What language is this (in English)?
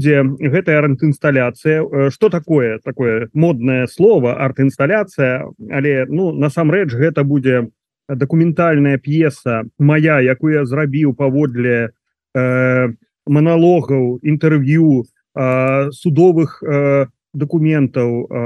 Belarusian